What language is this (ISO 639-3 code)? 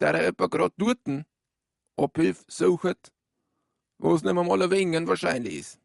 bar